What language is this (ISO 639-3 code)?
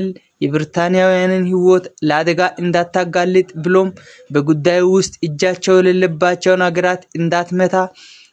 amh